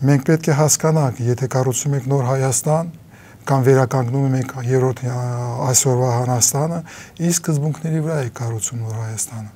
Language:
Armenian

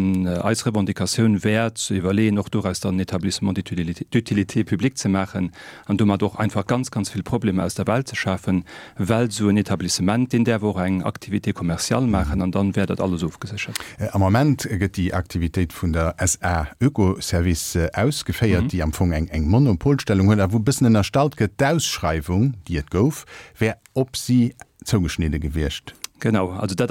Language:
Luxembourgish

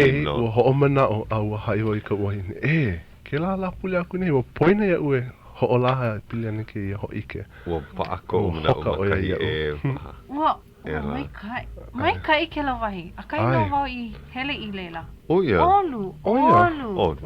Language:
Hawaiian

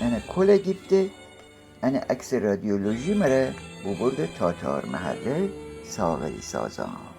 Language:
Gilaki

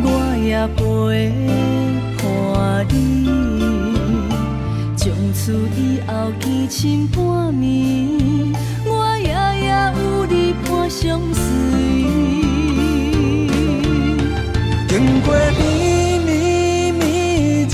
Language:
Min Nan Chinese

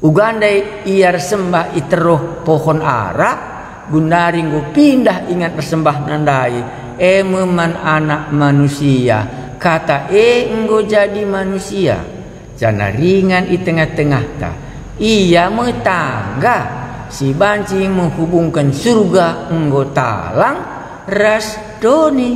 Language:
Batak Karo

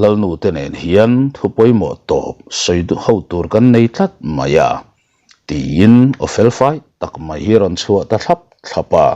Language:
Mizo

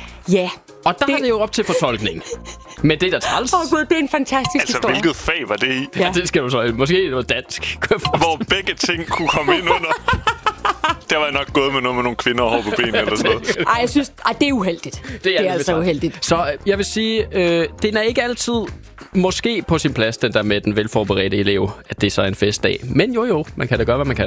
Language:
Danish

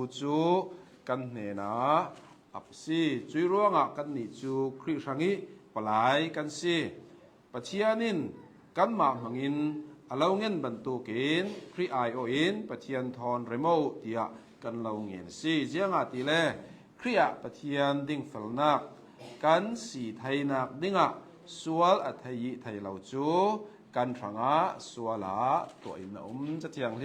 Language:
Hakha Chin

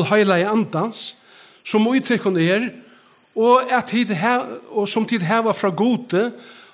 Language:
Faroese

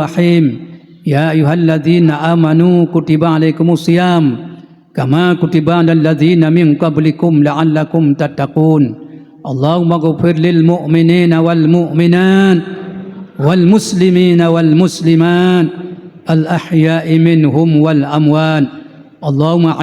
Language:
Achinese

